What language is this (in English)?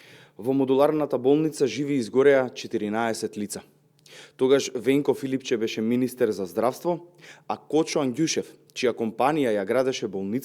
Macedonian